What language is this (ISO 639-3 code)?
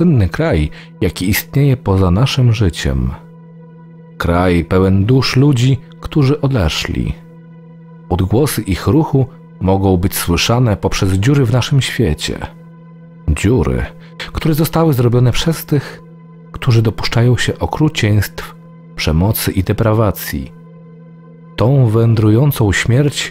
pol